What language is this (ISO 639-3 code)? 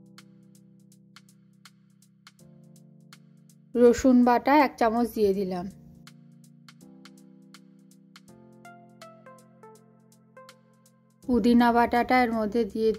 ben